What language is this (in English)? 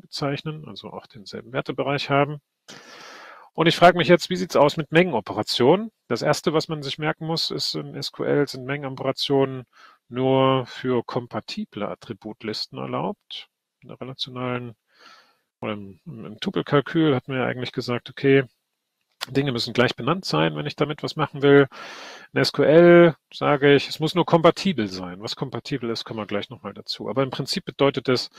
German